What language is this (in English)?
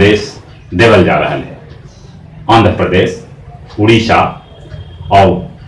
Magahi